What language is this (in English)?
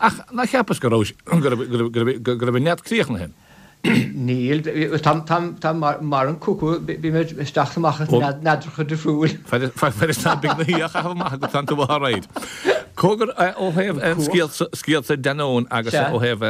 Irish